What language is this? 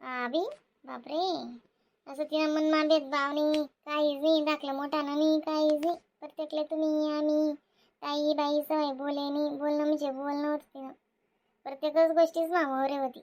Khandesi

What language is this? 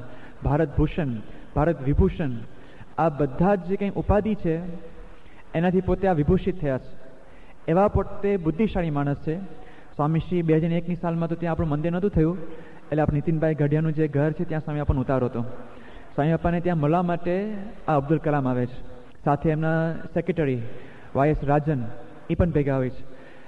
Gujarati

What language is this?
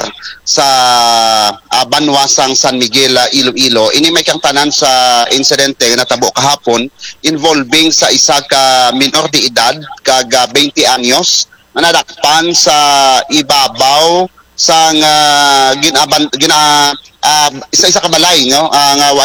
Hiligaynon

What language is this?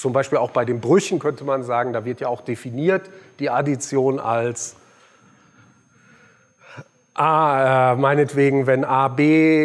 German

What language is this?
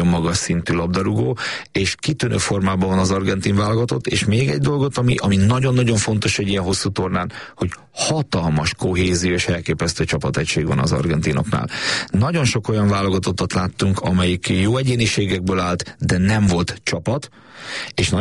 Hungarian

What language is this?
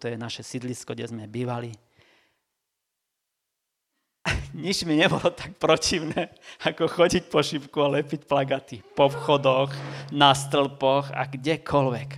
Slovak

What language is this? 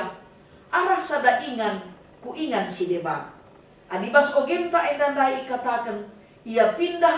Batak Karo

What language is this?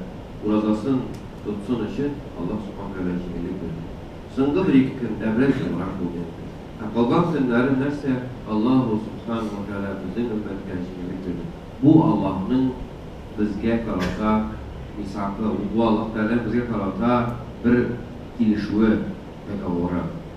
Tatar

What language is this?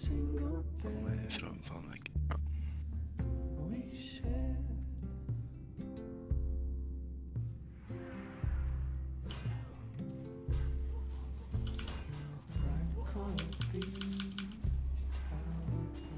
Norwegian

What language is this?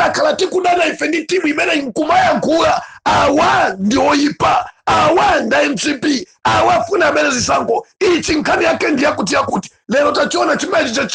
Nyanja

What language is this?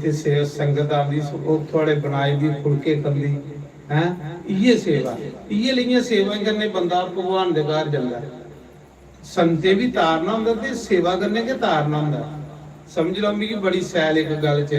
Dogri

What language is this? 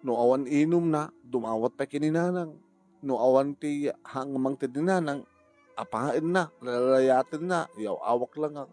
Iloko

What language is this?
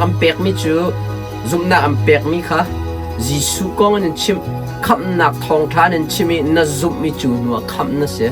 Hakha Chin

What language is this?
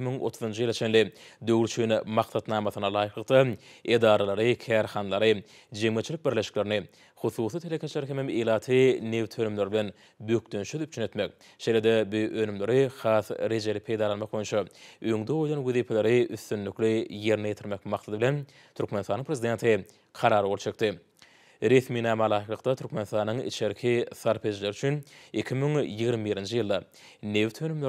Turkmen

